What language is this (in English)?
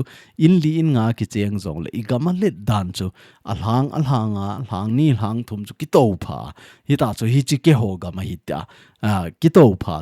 Thado Chin